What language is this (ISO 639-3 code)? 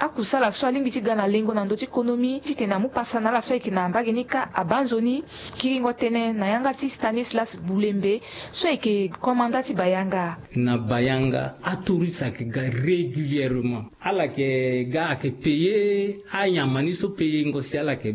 sag